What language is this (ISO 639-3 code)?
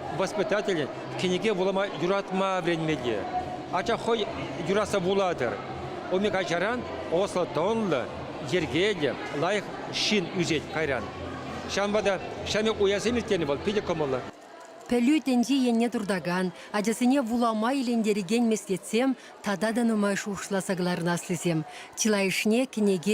chv